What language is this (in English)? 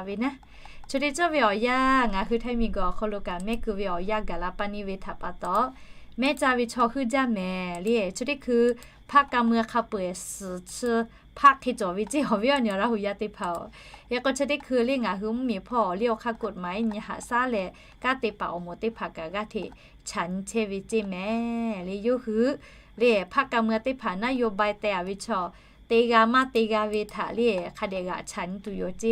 Lahu